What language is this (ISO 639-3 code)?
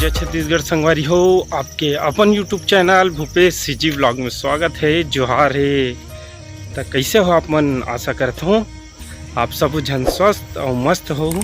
hne